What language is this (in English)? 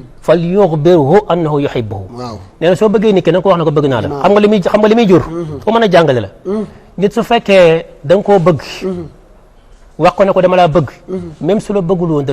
Wolof